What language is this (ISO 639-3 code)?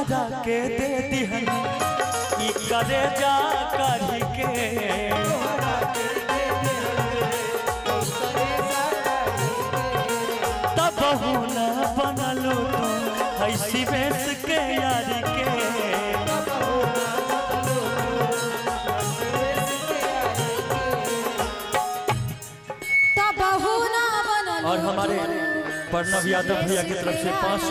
bho